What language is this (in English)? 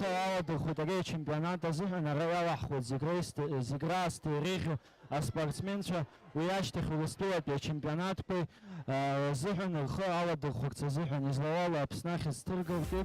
Abkhazian